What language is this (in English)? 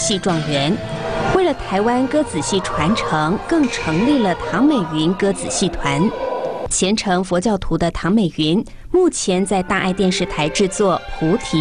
Chinese